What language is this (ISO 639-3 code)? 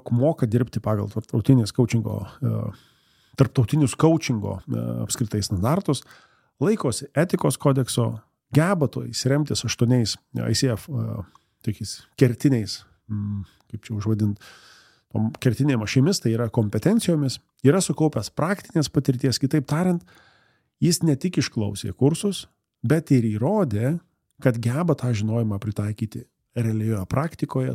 lit